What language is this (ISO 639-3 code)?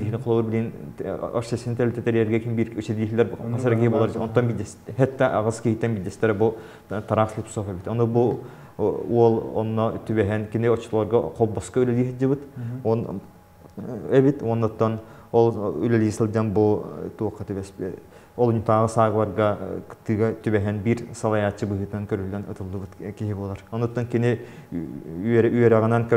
sah